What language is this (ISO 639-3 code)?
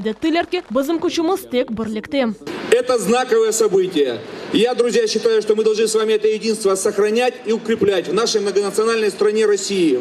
crh